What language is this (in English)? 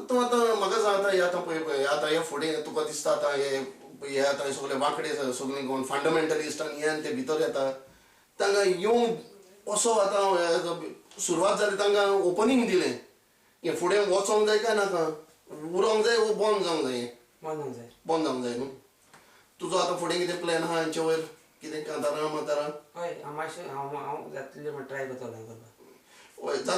Konkani